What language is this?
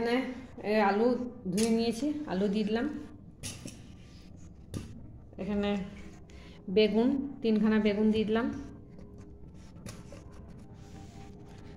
Bangla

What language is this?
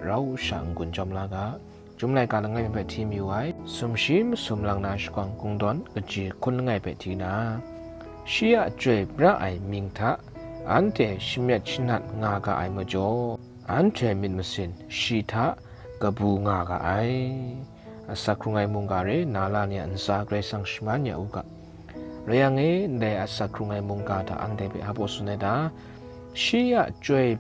Kachin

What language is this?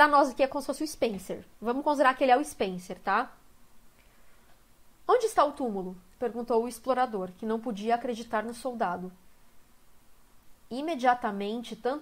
Portuguese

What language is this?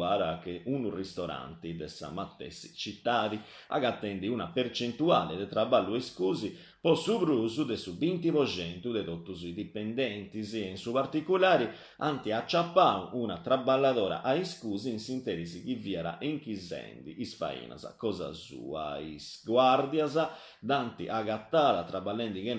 Sardinian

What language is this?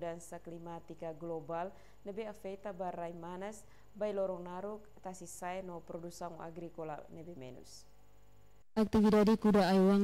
Tetum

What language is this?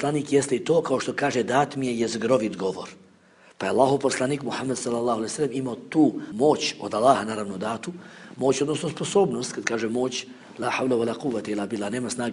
Bosnian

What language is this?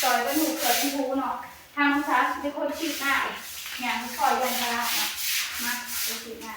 Northeastern Thai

